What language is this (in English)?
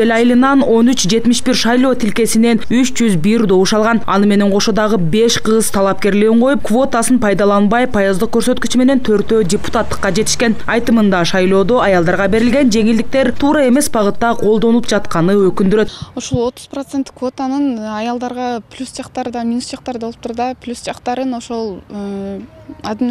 Kyrgyz